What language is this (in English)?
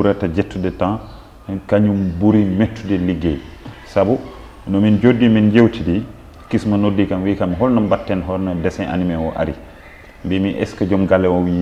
Fula